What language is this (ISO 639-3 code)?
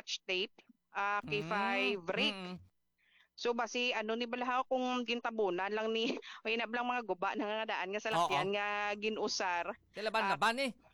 hil